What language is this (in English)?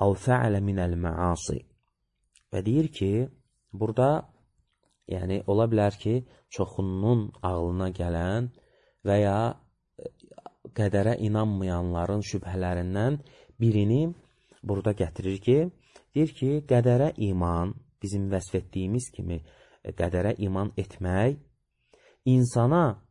Azerbaijani